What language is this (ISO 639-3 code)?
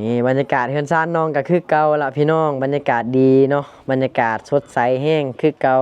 lao